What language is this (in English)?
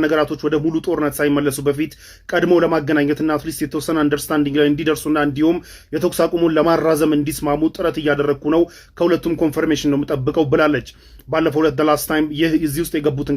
Amharic